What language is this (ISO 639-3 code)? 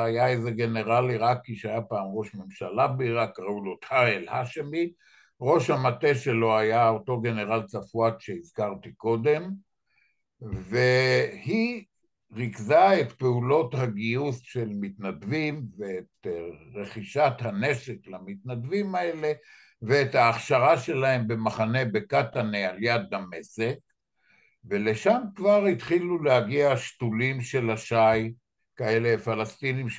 heb